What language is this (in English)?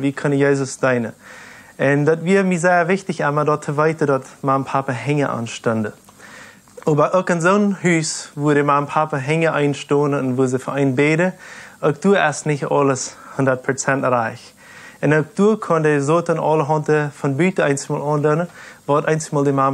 Plautdietsch